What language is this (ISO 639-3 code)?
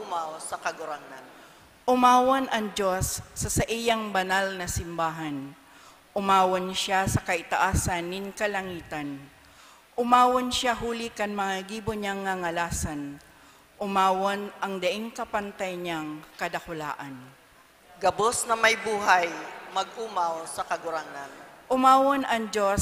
bik